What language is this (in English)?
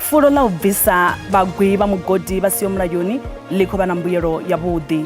Venda